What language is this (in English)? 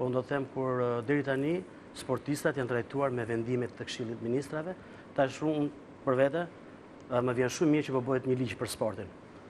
Albanian